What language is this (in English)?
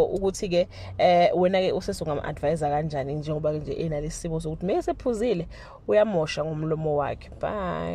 Zulu